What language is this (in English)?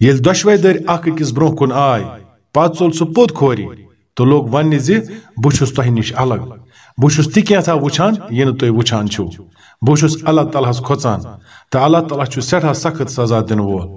Kashmiri